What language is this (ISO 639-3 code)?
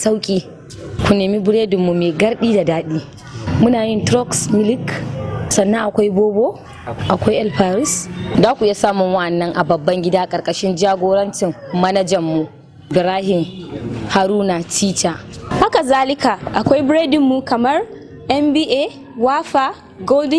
hau